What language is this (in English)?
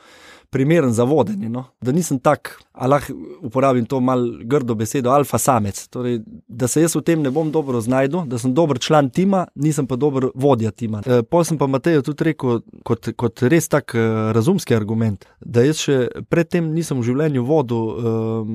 Slovenian